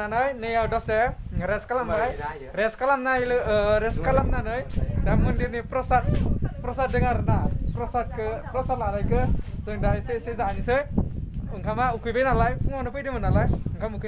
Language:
Bodo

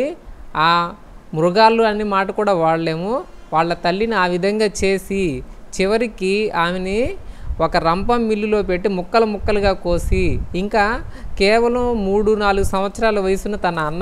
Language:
Telugu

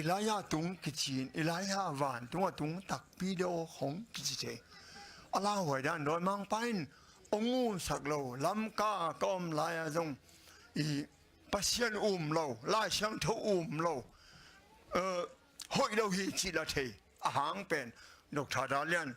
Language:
Tedim Chin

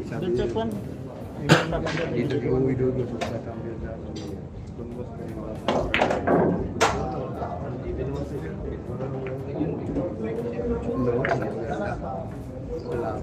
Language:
Filipino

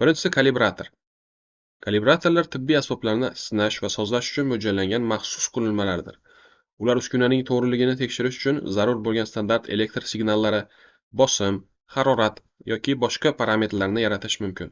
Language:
Uzbek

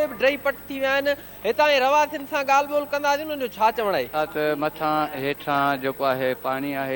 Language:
Sindhi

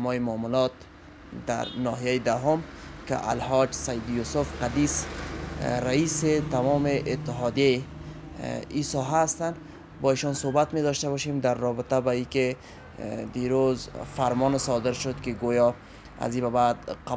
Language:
Persian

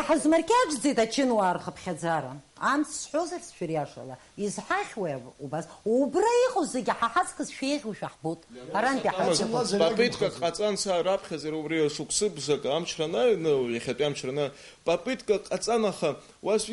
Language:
Abkhazian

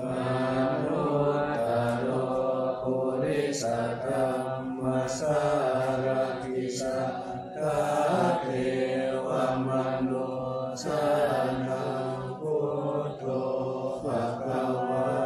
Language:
Pali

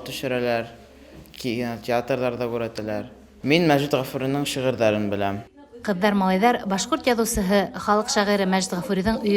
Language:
Bashkir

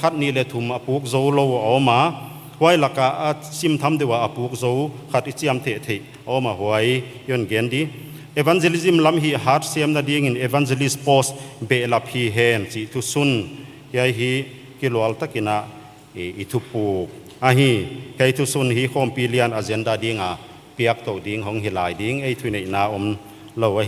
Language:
Paite Chin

